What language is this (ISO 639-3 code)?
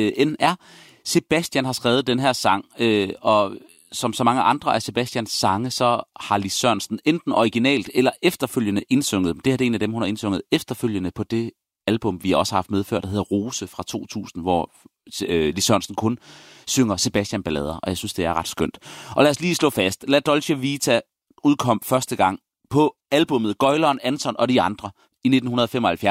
dan